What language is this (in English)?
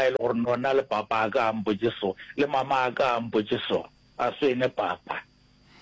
Northern Sotho